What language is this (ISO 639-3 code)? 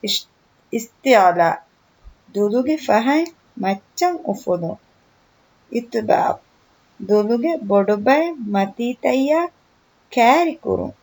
div